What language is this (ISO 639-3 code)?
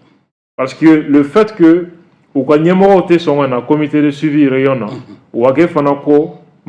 bam